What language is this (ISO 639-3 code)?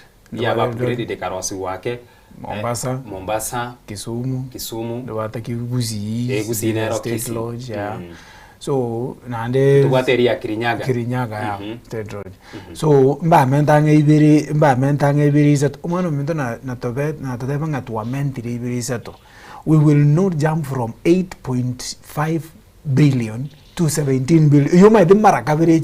guz